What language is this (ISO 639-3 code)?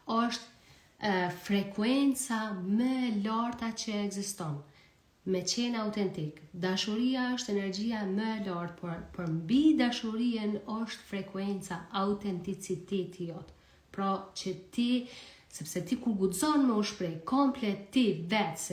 sqi